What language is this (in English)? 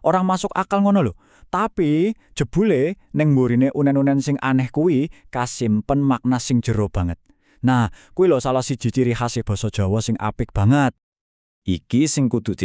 Javanese